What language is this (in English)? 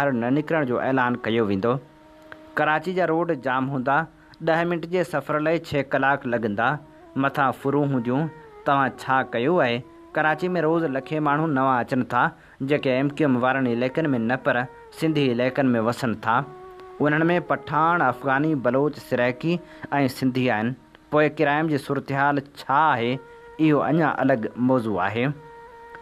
Sindhi